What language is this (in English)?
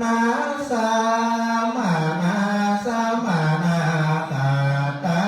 Pali